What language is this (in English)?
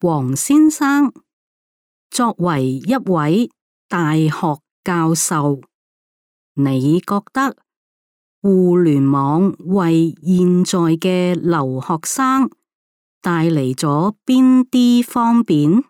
Cantonese